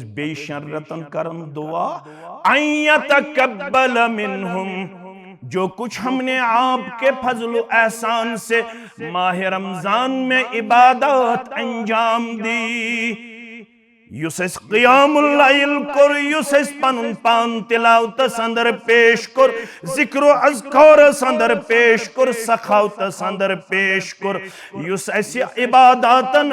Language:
Kashmiri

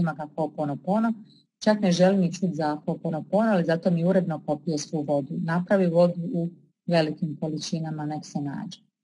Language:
Croatian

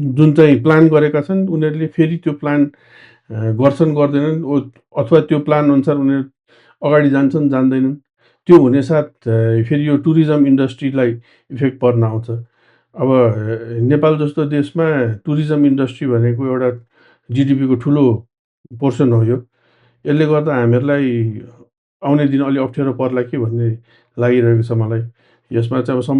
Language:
Nepali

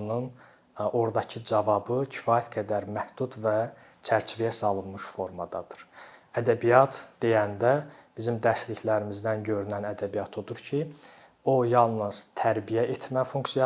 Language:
Azerbaijani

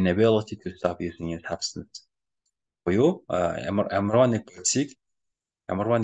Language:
Mongolian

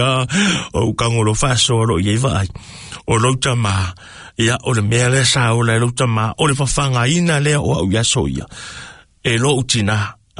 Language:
Samoan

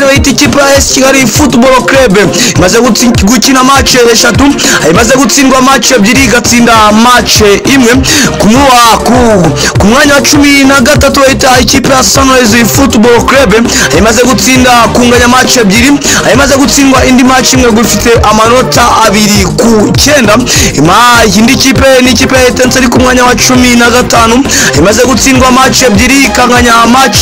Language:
Kinyarwanda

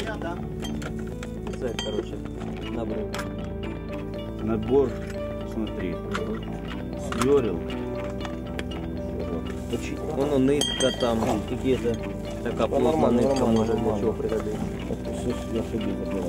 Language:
Ukrainian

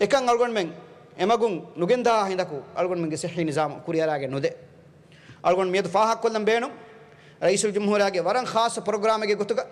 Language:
Divehi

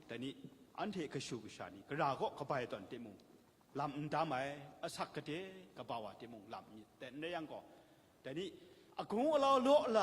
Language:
Kachin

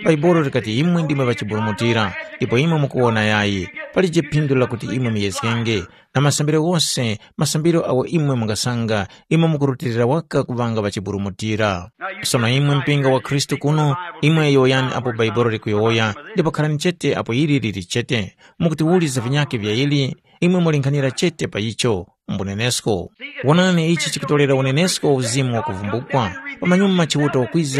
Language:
Tumbuka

